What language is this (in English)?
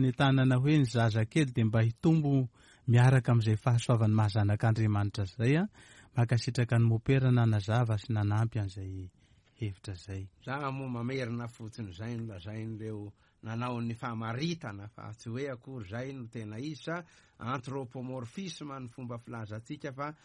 Malagasy